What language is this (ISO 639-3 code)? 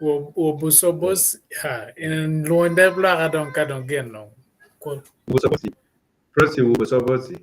ach